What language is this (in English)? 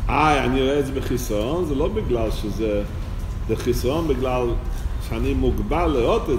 Hebrew